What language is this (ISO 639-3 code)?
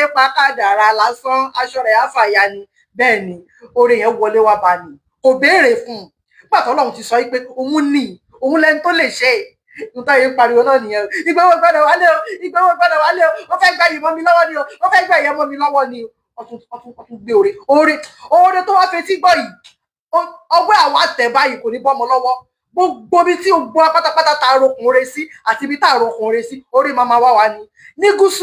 yor